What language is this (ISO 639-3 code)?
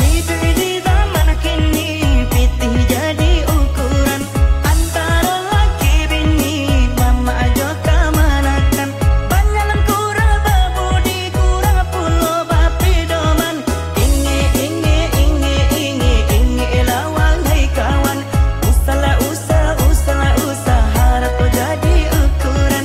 min